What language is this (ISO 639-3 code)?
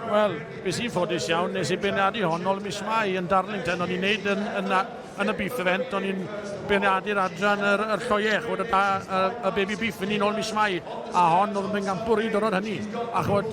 cym